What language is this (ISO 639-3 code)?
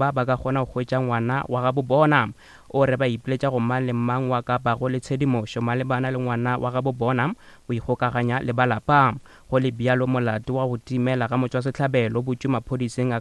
nso